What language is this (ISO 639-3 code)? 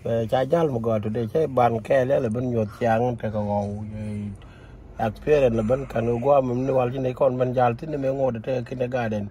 nus